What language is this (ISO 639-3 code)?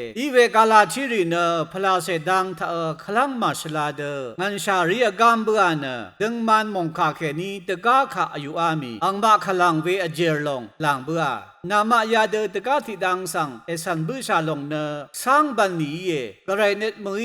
raw